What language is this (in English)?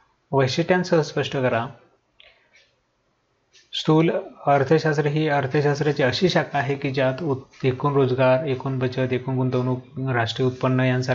Marathi